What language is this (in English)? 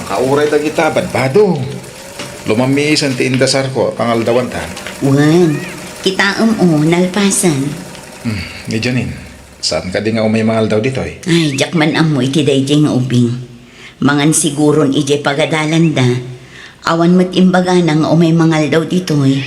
Iloko